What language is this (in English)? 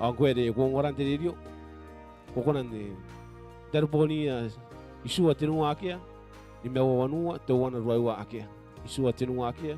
Gilbertese